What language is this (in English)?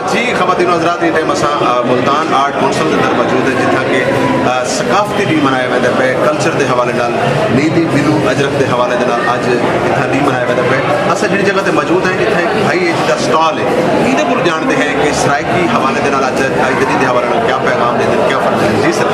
Saraiki